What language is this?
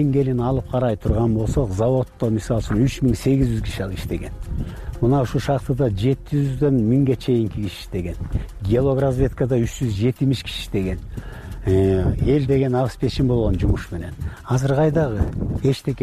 Kyrgyz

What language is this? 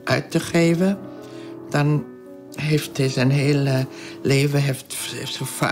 Dutch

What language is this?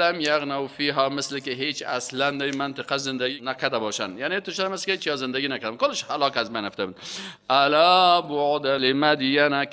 Persian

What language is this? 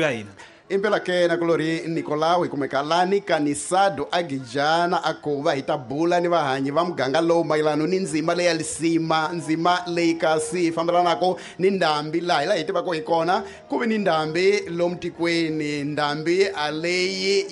Tsonga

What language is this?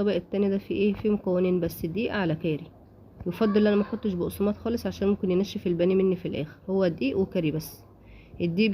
Egyptian Arabic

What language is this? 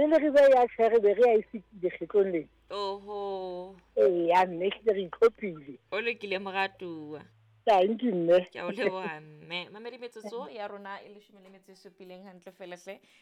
Southern Sotho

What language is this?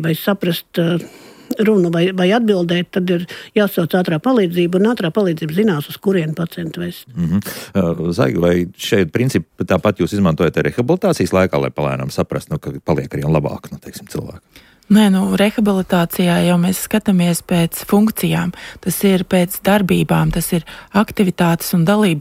Latvian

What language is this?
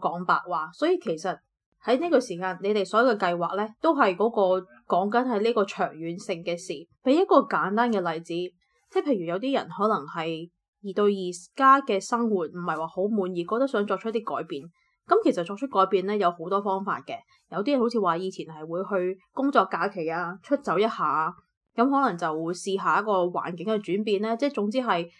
Cantonese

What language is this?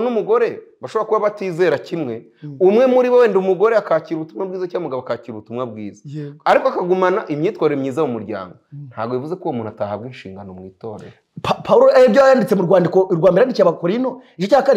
Kinyarwanda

